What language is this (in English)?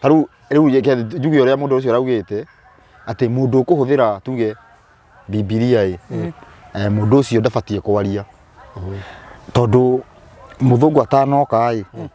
Kikuyu